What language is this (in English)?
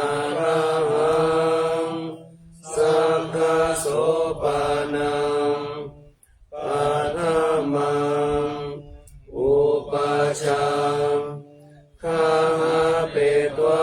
Pali